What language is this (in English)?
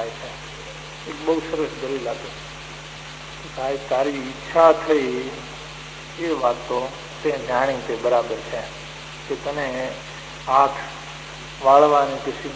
Gujarati